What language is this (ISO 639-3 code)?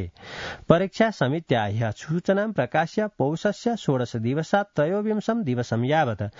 san